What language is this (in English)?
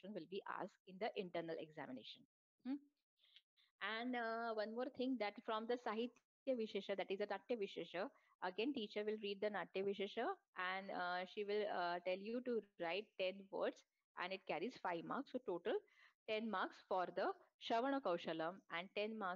Marathi